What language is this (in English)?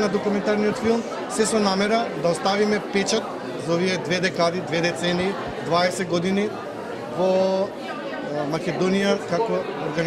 Macedonian